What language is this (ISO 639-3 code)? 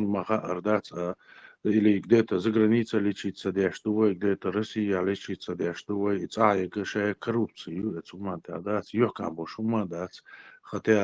che